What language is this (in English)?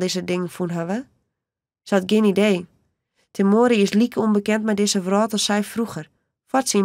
Western Frisian